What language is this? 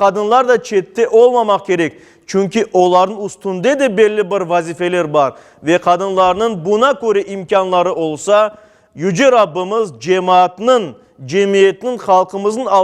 Crimean Tatar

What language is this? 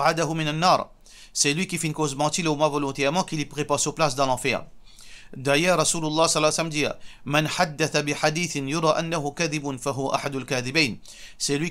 Morisyen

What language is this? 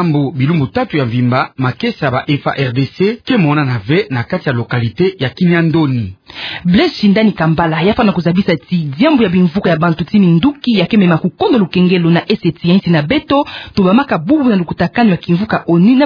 Kituba (Democratic Republic of Congo)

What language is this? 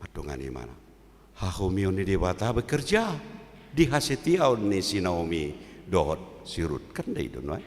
Batak Toba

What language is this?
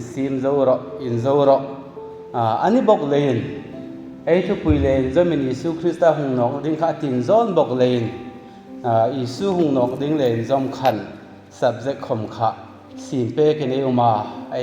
Hmar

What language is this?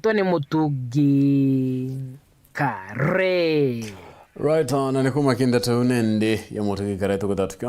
Meru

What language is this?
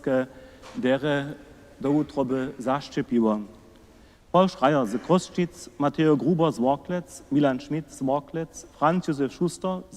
Upper Sorbian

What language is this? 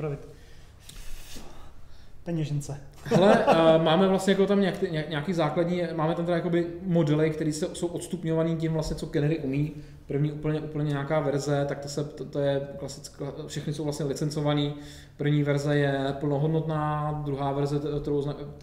Czech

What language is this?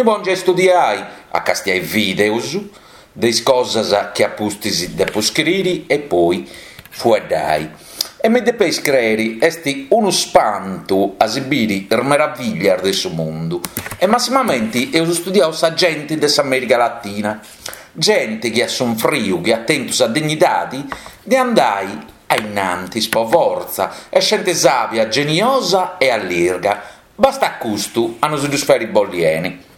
Sardinian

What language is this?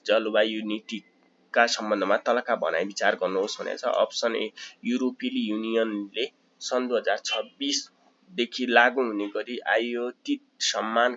Nepali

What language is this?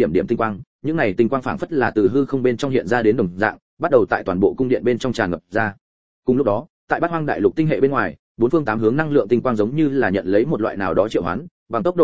Vietnamese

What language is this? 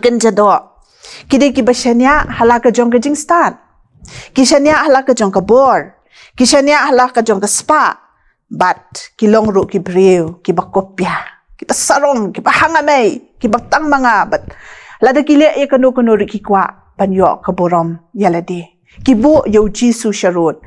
Khasi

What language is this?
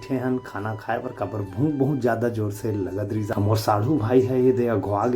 Chhattisgarhi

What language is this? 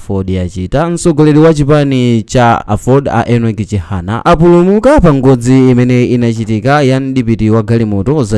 Nyanja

